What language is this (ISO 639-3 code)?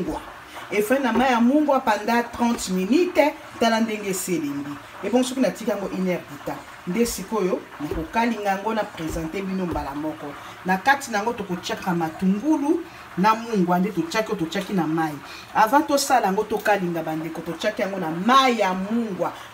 lin